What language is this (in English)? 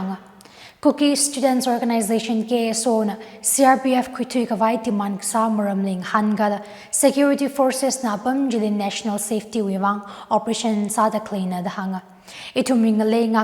Tangkhul Naga (India)